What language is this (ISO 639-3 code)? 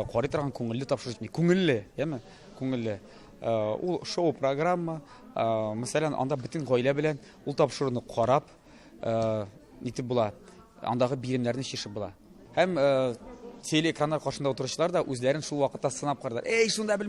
tat